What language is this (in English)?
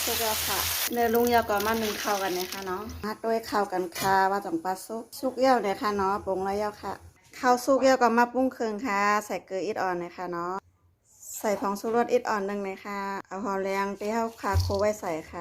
Shan